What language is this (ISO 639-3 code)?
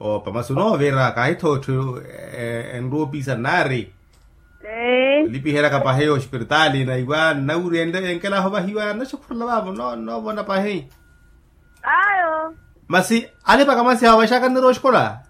vmw